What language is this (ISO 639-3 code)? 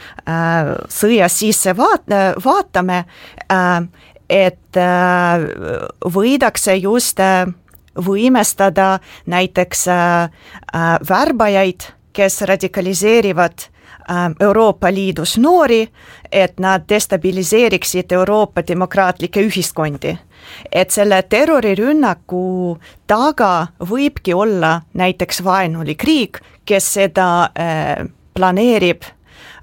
est